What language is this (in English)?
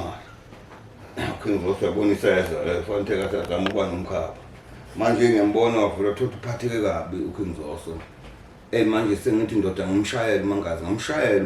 Zulu